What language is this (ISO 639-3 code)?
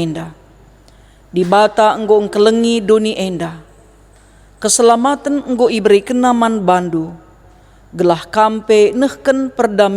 btx